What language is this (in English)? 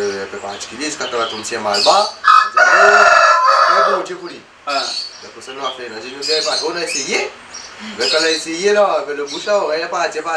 Réunion Creole French